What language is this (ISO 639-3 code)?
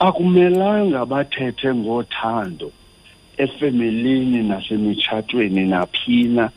xho